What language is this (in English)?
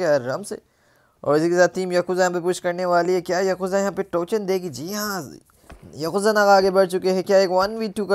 Hindi